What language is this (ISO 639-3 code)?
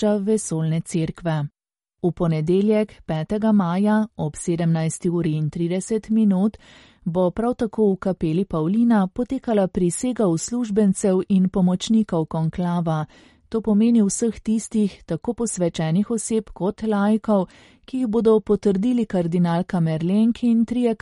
slv